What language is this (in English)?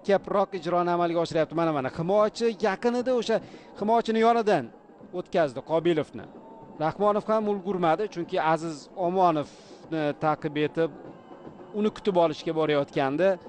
Uzbek